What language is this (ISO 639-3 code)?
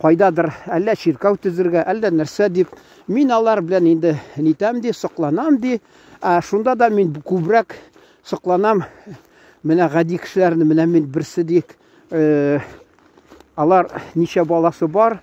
tat